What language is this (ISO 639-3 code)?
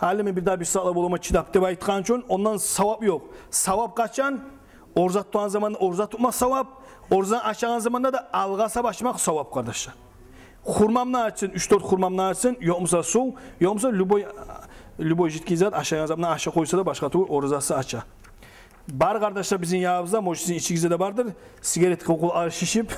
kum